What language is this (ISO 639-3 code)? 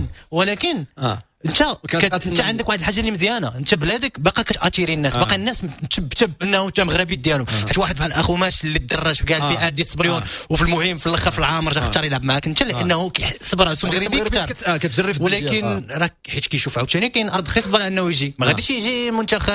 ary